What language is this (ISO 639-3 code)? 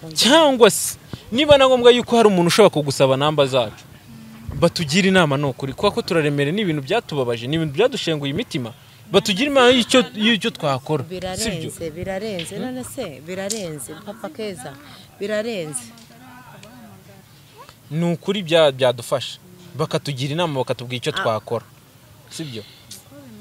kin